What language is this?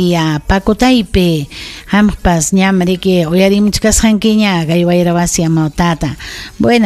Ayacucho Quechua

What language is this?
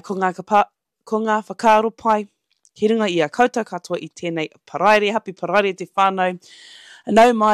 Māori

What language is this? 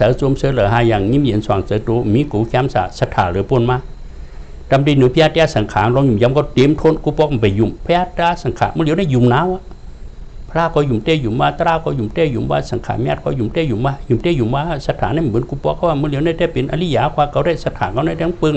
Shan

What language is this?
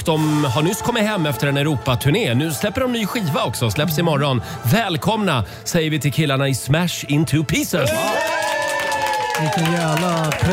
Swedish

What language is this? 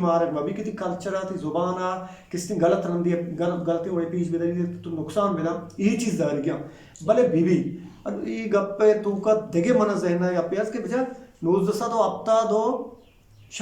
Eastern Balochi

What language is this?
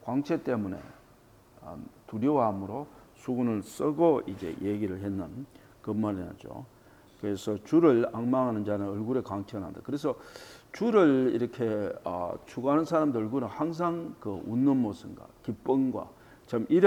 Korean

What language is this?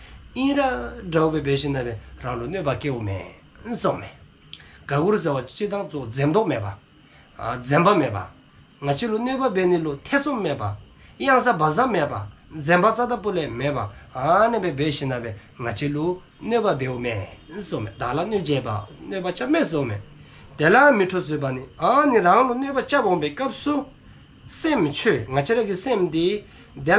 Dzongkha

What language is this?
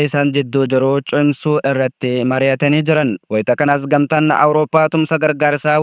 Oromo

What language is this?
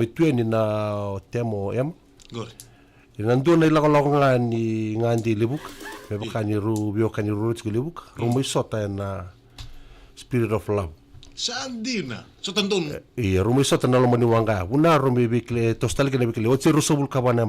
Fijian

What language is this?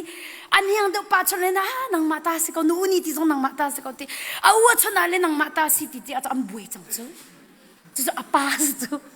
Hakha Chin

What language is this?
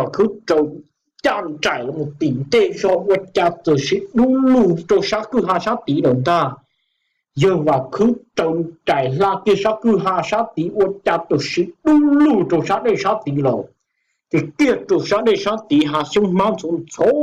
Hmong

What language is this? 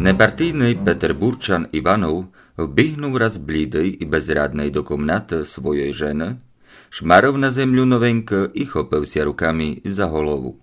Rusyn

